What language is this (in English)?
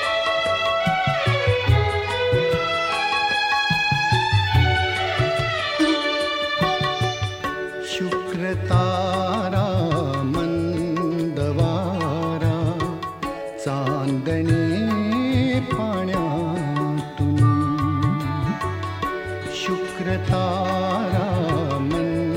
Marathi